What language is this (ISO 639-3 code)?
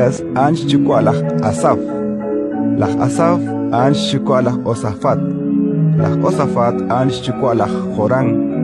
kek